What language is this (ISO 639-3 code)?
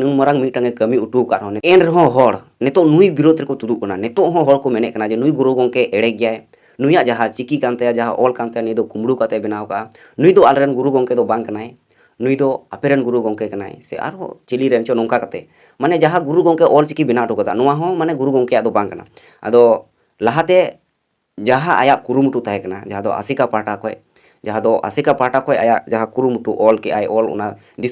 sat